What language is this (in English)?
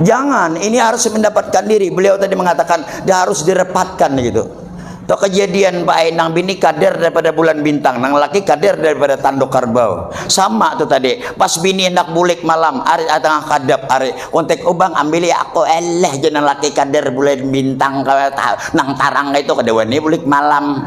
Banjar